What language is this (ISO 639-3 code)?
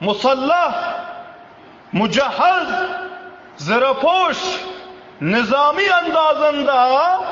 tuk